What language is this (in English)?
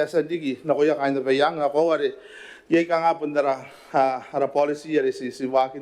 Gilbertese